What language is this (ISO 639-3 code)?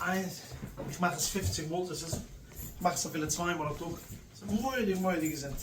yid